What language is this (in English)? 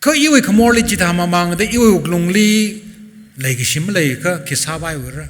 Tangkhul Naga (India)